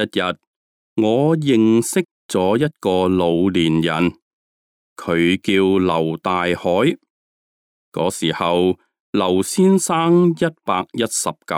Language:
Cantonese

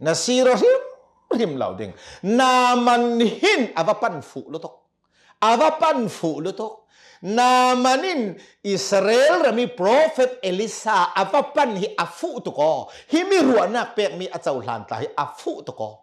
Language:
Hakha Chin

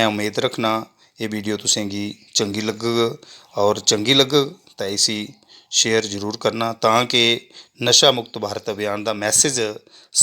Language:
Dogri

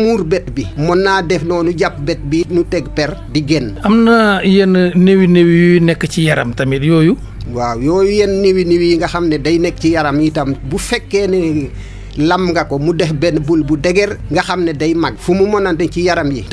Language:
Wolof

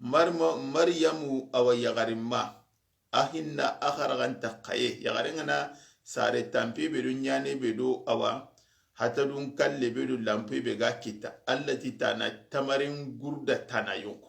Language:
Soninke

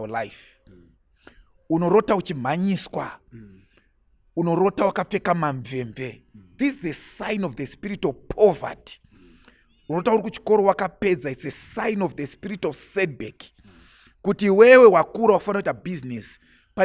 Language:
Shona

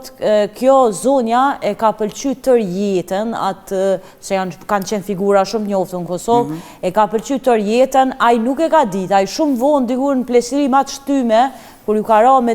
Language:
Albanian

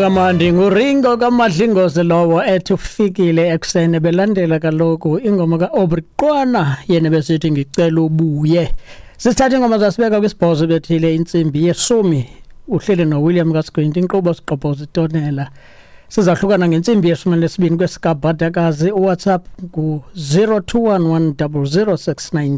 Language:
Xhosa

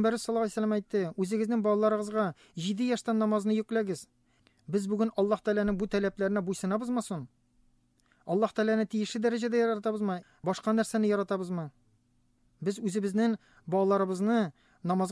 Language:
Tatar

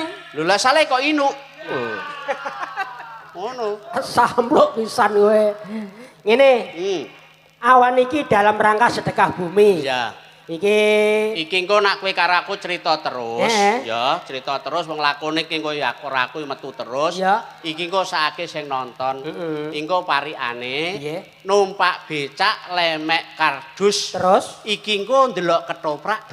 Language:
Javanese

